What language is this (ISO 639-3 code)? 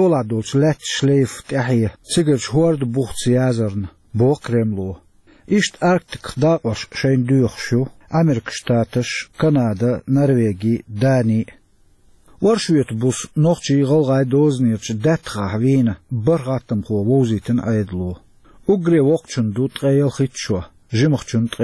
che